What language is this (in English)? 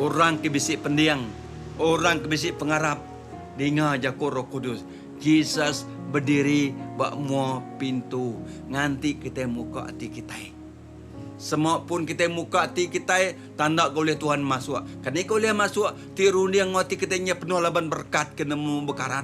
Iban